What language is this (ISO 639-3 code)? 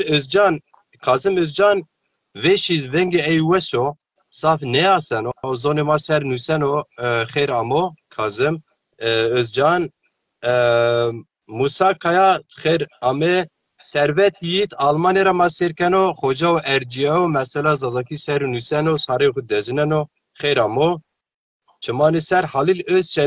zza